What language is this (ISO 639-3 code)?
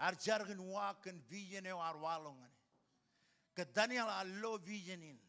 mah